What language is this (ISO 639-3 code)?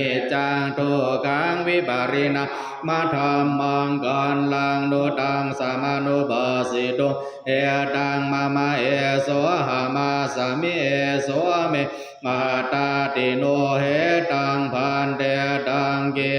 pli